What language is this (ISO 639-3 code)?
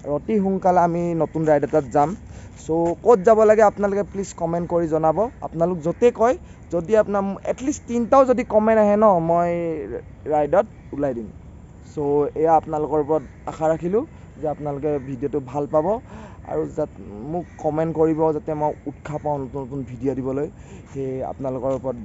asm